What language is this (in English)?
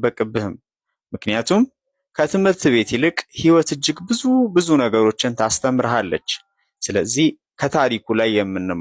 Amharic